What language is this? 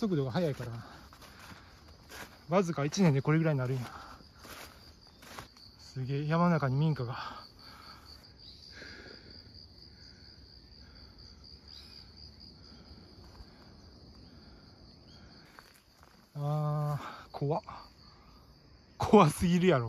Japanese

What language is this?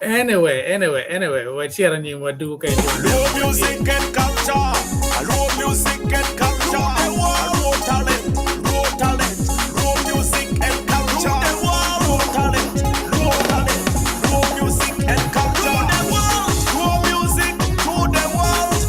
Acoli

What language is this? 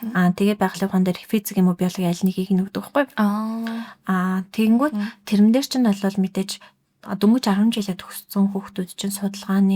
Mongolian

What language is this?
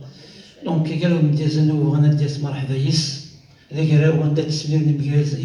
Kabyle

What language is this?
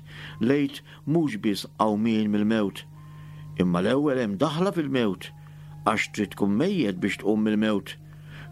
Maltese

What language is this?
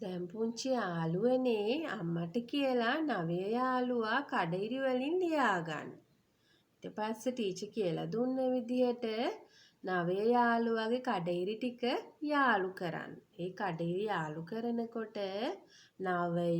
Sinhala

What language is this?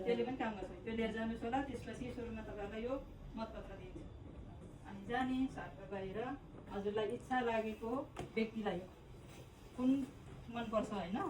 Nepali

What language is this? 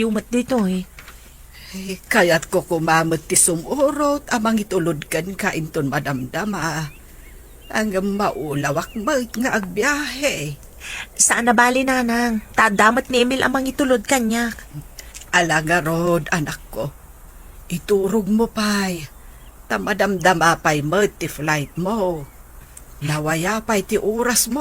Iloko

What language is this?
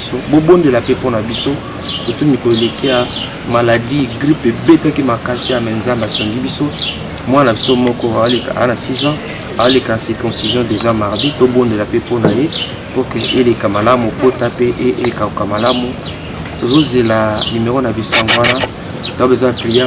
Lingala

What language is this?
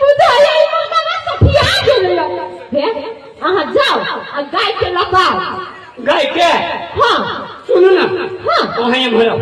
Maithili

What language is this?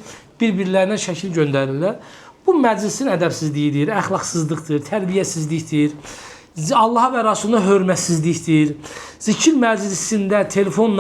Azerbaijani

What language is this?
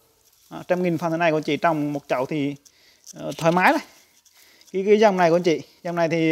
Vietnamese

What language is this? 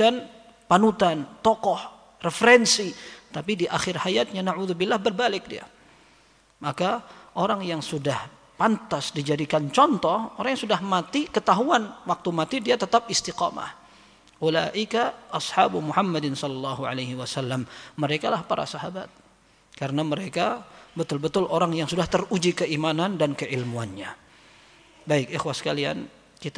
Indonesian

